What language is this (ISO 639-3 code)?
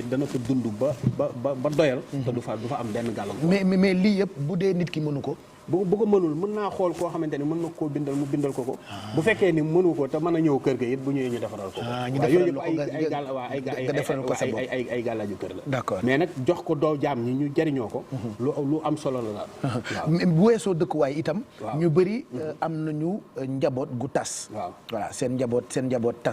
wol